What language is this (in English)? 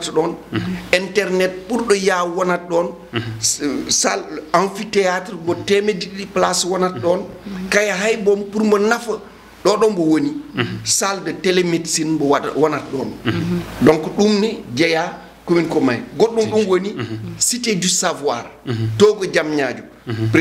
Fula